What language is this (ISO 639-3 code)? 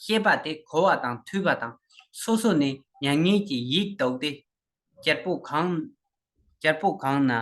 bod